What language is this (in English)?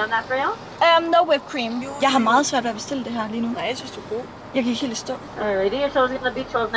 Danish